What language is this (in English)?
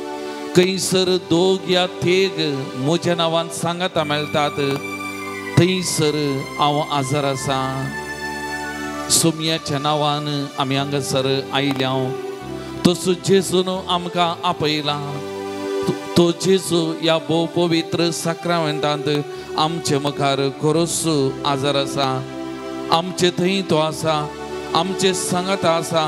Konkani